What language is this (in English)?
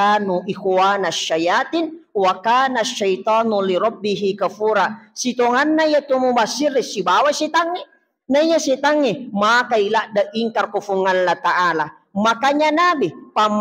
Buginese